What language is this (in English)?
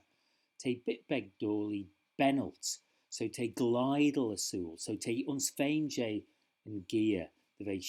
Manx